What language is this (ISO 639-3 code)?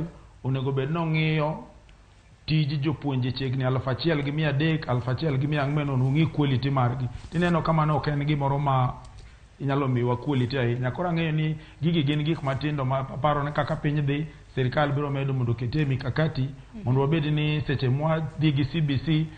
luo